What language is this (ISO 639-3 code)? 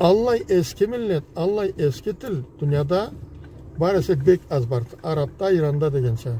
krc